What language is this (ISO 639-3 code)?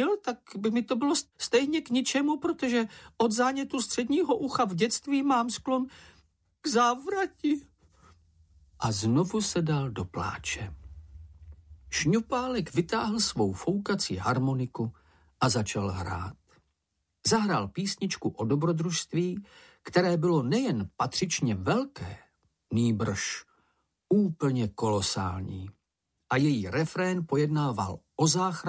ces